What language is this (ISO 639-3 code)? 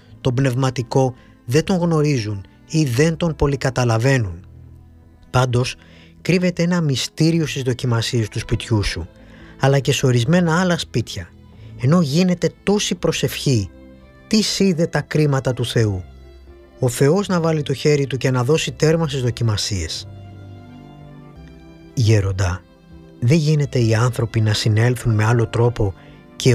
ell